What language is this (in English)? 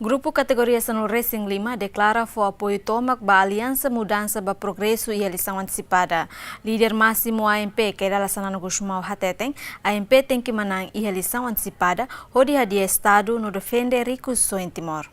Tetum